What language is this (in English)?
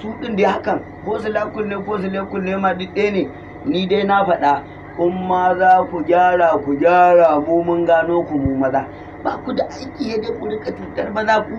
Hausa